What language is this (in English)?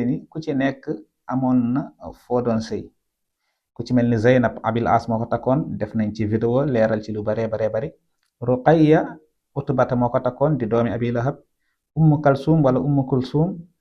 Wolof